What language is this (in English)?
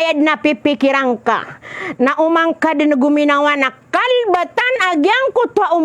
Maranao